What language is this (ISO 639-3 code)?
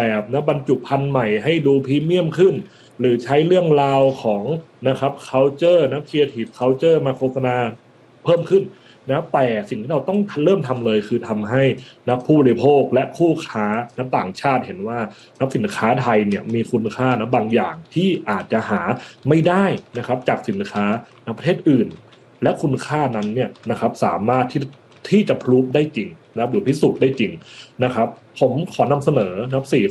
tha